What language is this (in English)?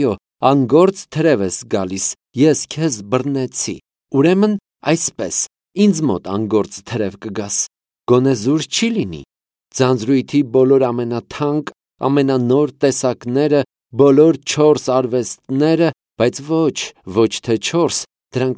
Armenian